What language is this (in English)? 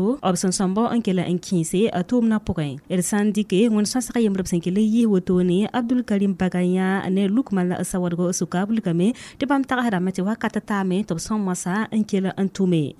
Mossi